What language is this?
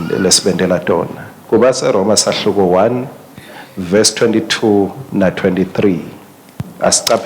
Swati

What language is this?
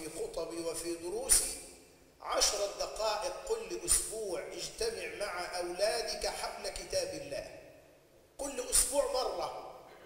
Arabic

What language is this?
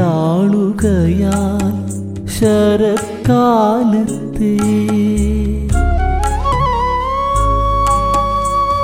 Malayalam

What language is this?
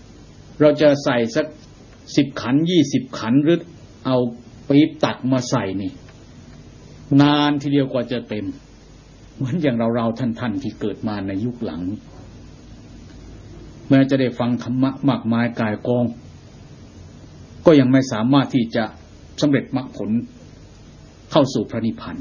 Thai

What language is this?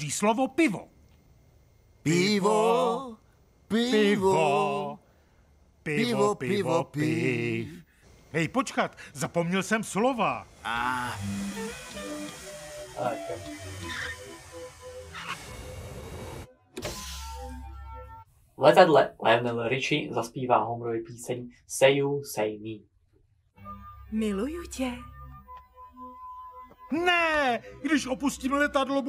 Czech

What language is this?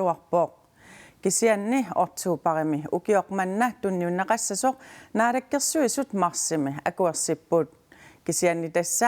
Kalaallisut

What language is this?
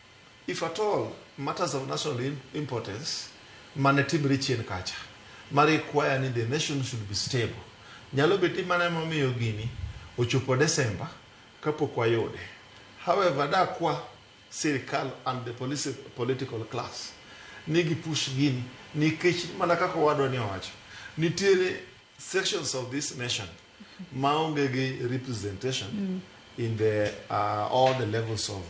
Luo (Kenya and Tanzania)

